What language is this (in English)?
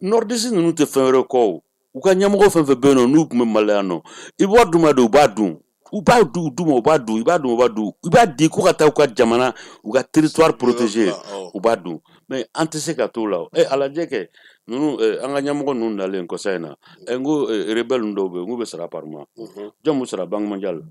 Bambara